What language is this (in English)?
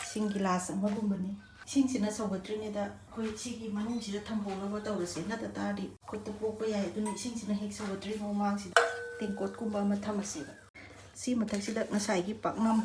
Manipuri